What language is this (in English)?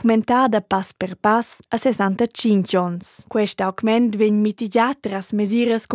Romansh